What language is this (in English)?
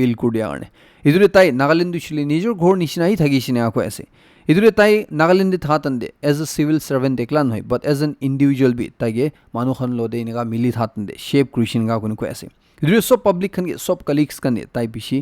Naga Pidgin